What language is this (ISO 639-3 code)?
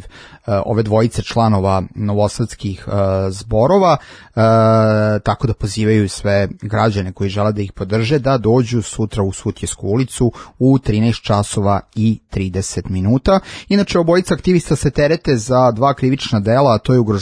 srp